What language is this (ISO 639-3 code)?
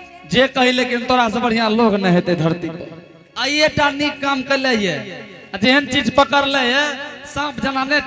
anp